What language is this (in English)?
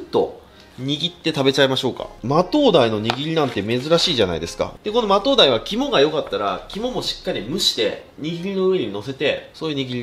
Japanese